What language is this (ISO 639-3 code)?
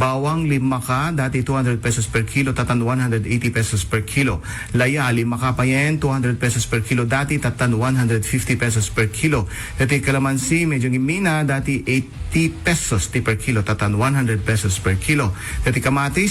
ilo